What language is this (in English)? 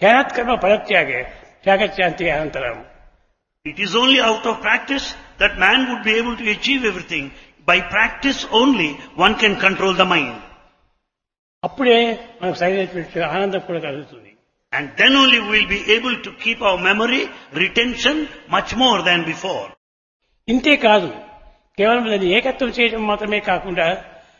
Telugu